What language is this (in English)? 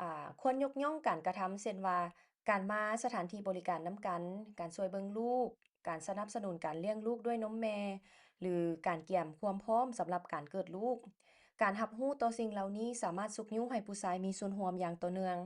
Lao